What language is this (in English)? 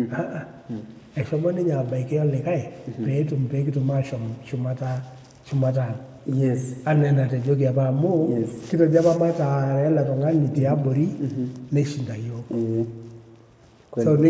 Masai